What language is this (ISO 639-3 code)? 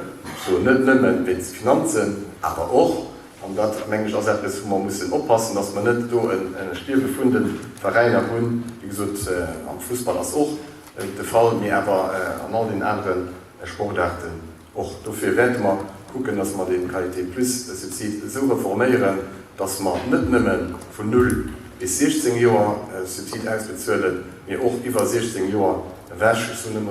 ltz